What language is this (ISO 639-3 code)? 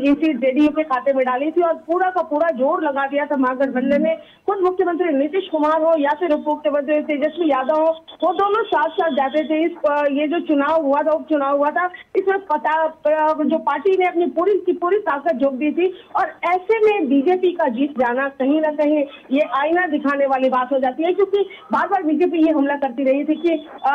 hin